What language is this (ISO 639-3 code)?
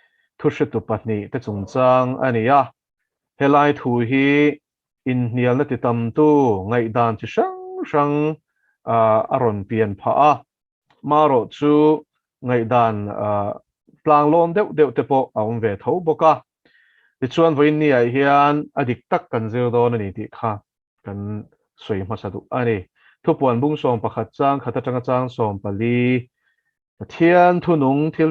lus